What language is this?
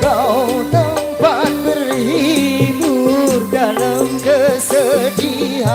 Betawi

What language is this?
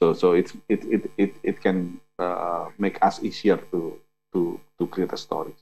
English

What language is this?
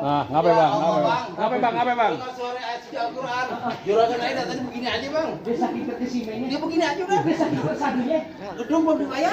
Betawi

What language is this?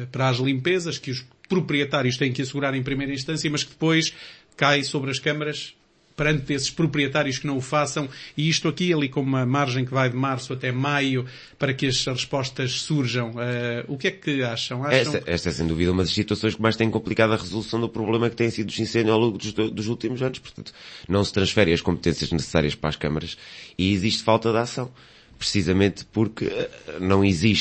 Portuguese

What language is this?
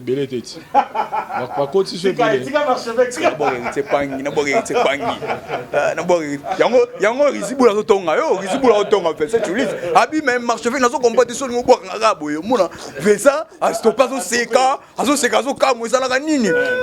Lingala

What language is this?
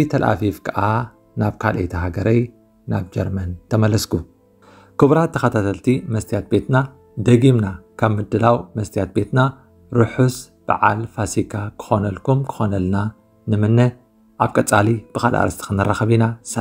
Tigrinya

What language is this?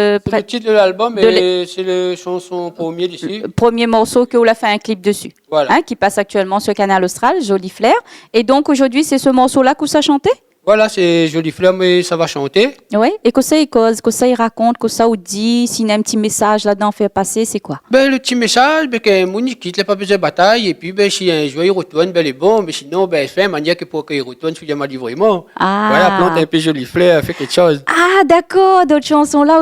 Réunion Creole French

